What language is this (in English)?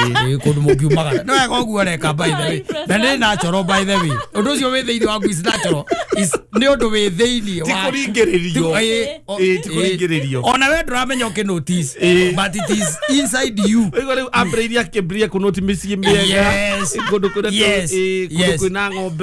Kikuyu